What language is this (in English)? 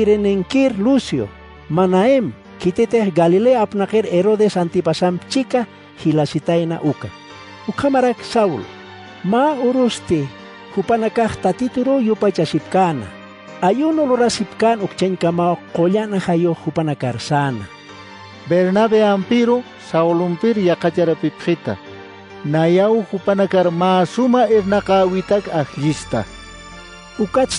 Aymara